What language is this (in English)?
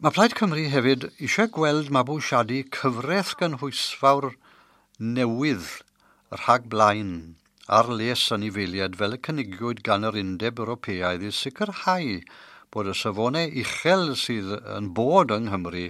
Welsh